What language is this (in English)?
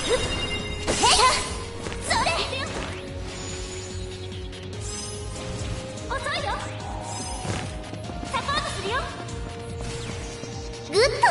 Japanese